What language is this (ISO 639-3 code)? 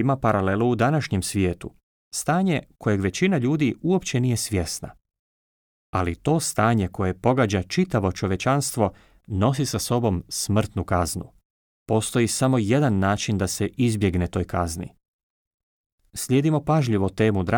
hrv